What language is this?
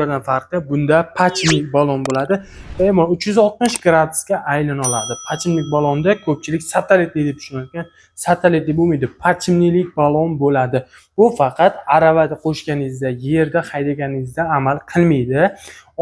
Uzbek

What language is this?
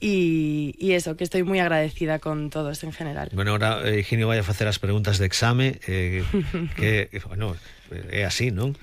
Galician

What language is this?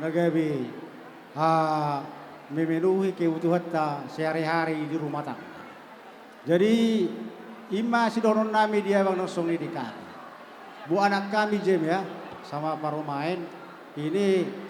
Batak Toba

